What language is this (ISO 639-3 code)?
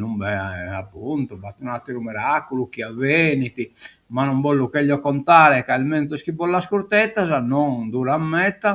srd